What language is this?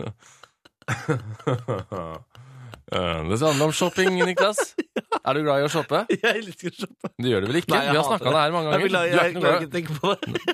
Norwegian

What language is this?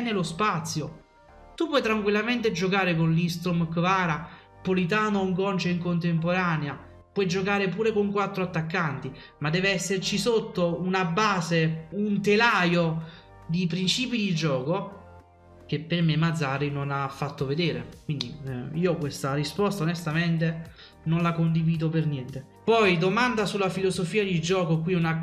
Italian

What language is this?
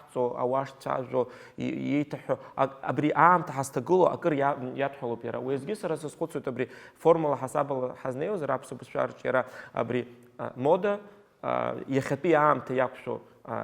Abkhazian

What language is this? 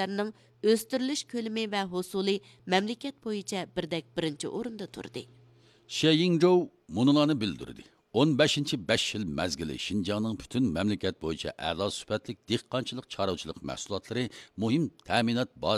Uyghur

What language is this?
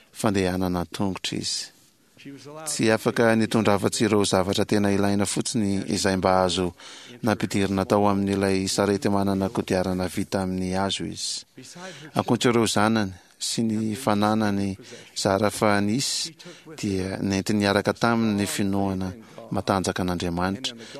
Malagasy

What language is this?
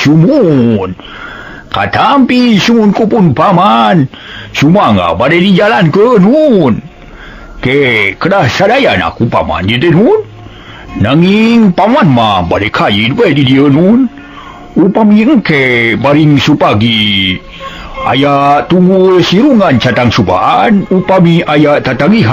Sundanese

